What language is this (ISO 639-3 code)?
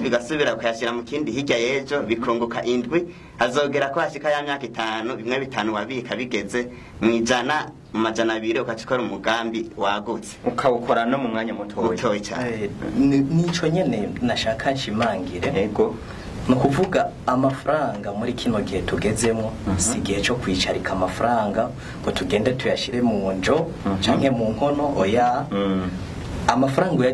run